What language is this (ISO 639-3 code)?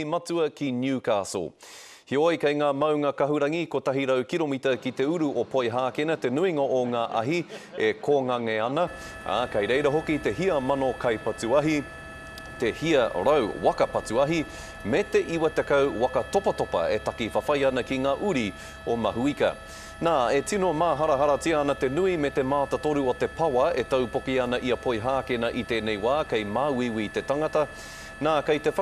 mri